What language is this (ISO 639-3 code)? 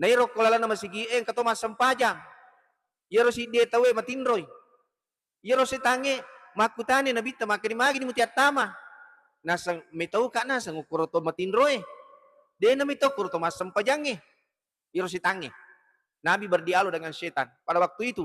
bug